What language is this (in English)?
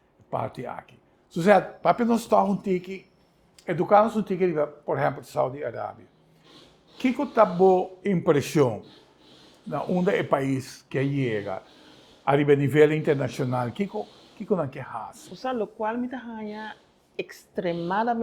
Papiamento